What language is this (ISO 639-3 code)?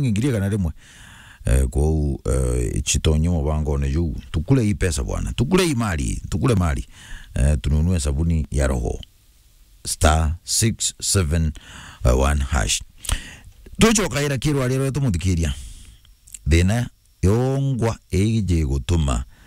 mer